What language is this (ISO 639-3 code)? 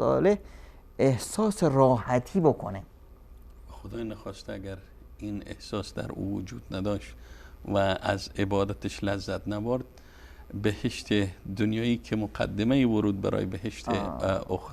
fas